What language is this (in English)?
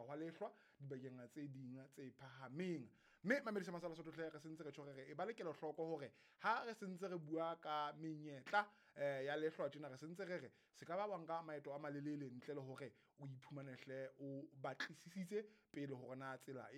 Southern Sotho